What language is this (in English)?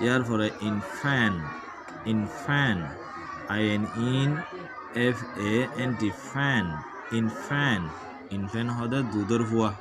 Rohingya